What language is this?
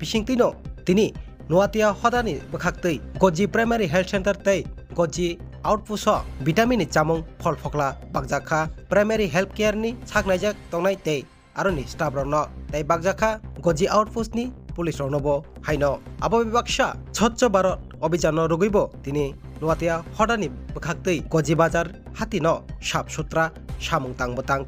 Kok Borok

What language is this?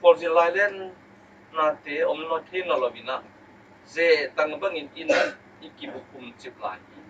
Tedim Chin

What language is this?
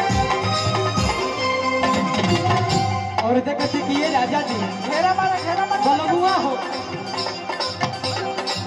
Bhojpuri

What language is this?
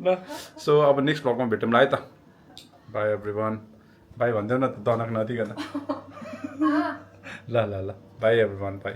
Nepali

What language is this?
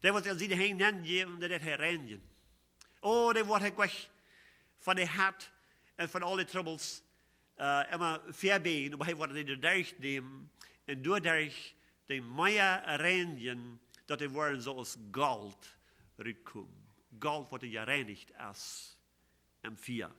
Plautdietsch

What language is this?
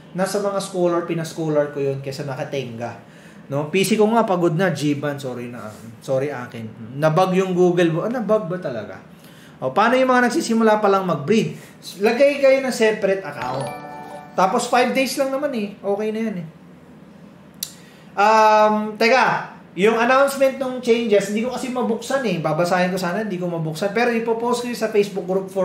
Filipino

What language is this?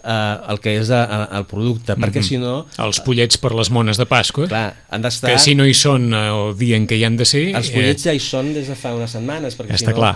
Catalan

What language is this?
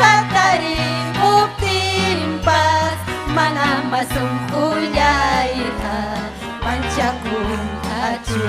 Ayacucho Quechua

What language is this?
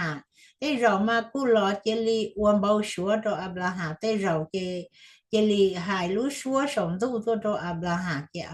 Hmong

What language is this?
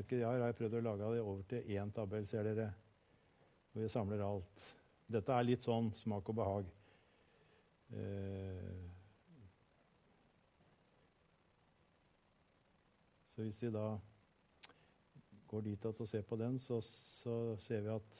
Norwegian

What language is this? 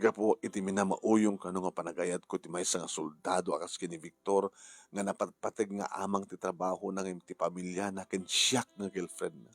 Iloko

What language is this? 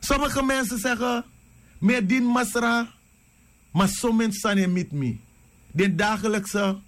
Sranan Tongo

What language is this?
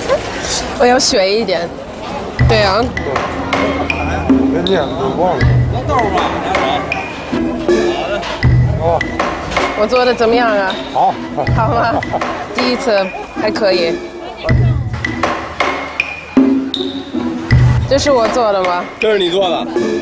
Chinese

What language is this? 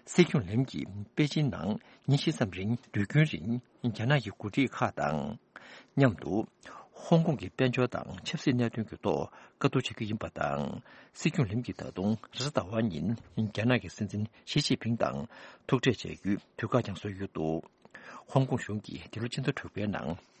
Tibetan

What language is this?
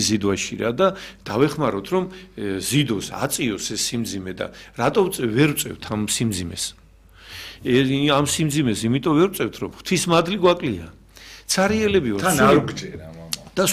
Georgian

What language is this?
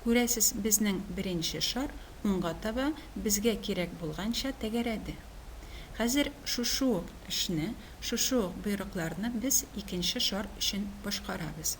Tatar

